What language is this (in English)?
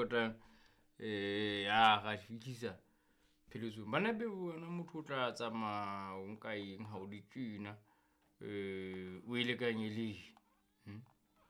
Southern Sotho